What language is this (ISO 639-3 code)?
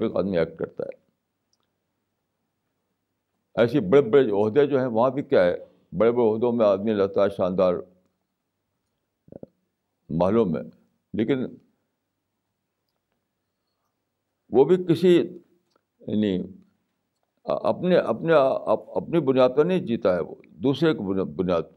urd